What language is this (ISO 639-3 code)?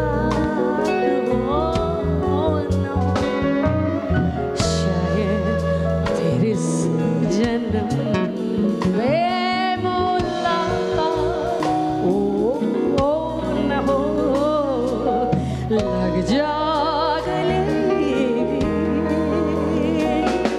hin